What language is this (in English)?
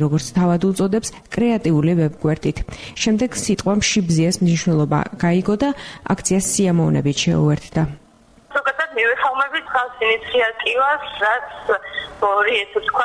Georgian